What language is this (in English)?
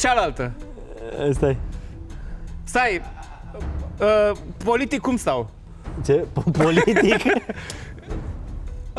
Romanian